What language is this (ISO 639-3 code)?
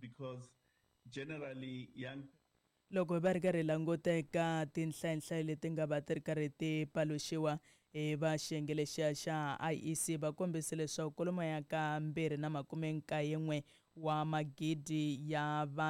tso